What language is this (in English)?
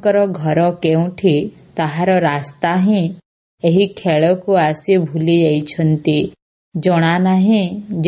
Odia